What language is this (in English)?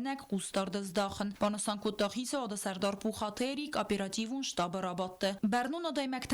Ossetic